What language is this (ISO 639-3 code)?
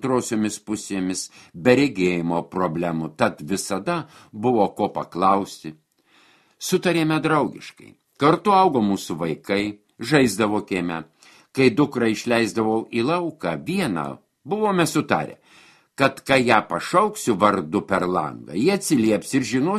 lit